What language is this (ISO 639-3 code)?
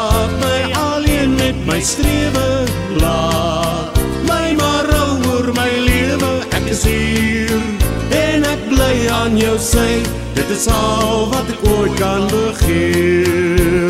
afr